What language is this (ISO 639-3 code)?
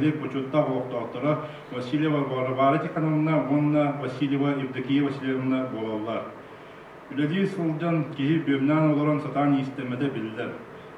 sah